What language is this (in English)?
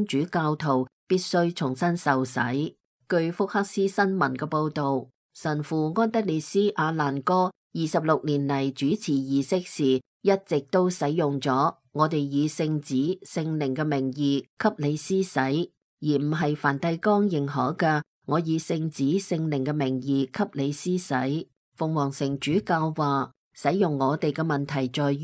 Cantonese